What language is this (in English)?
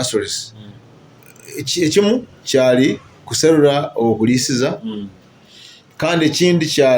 Nyoro